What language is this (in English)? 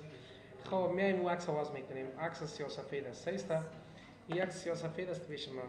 Pashto